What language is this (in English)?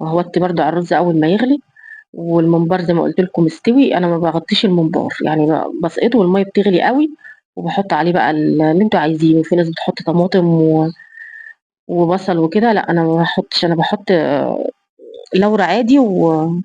Egyptian Arabic